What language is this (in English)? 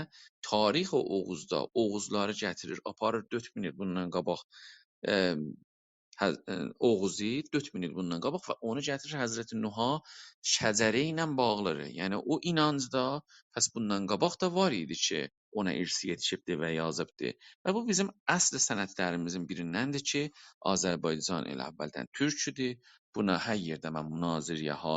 South Azerbaijani